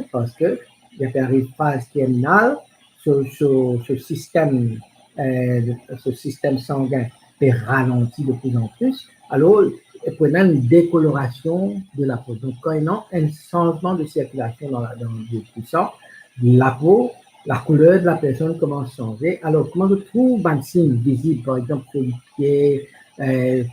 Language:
Morisyen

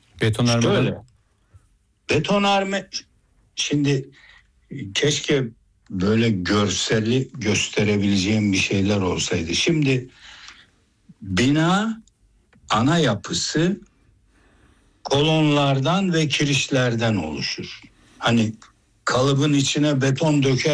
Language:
Turkish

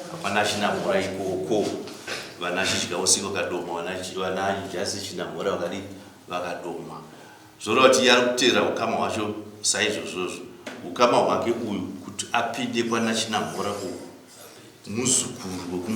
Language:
Shona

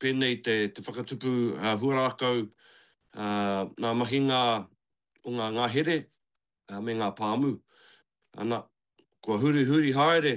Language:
Māori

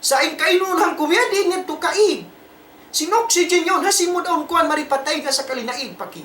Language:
Tausug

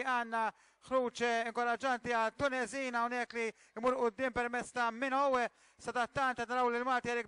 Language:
Maltese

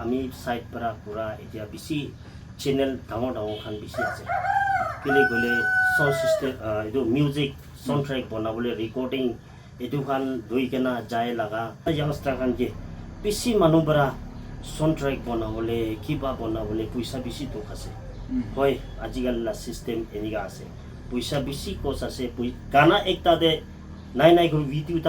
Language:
Naga Pidgin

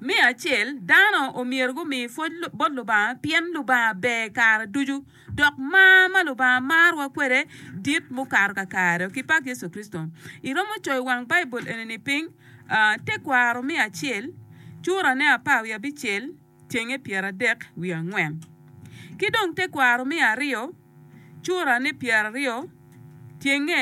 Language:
Acoli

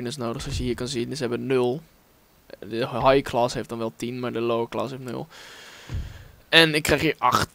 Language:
Dutch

